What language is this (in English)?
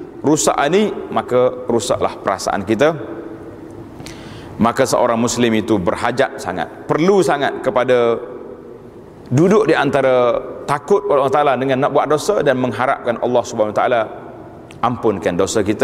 Malay